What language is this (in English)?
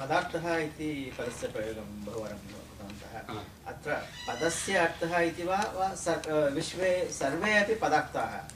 Sanskrit